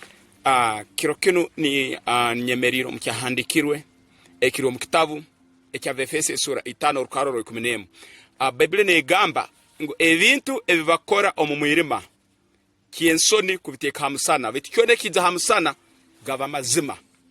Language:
Tooro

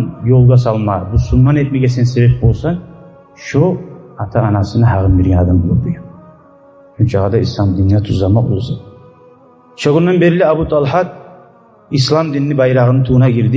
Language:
Kumyk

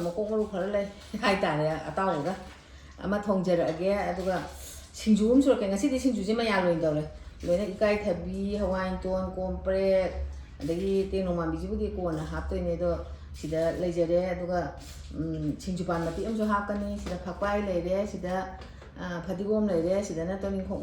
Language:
Manipuri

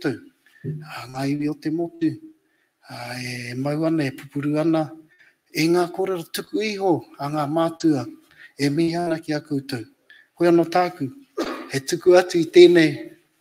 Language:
Māori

